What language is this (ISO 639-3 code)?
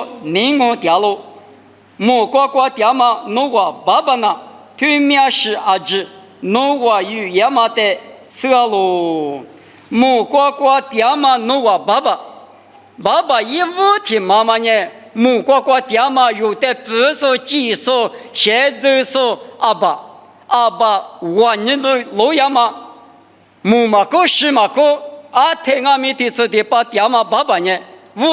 lis